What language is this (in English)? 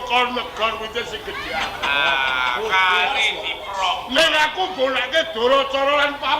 Javanese